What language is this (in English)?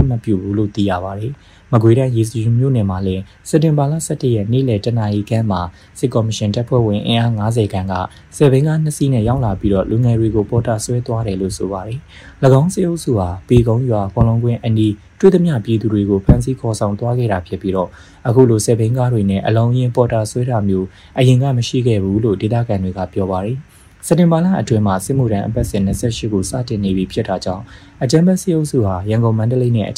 Burmese